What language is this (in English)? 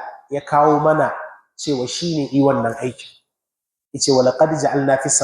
Hausa